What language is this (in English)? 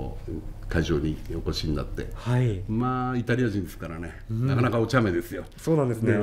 Japanese